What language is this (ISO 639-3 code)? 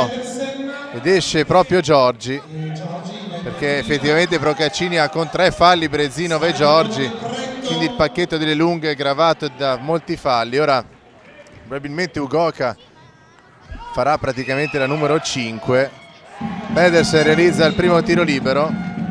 ita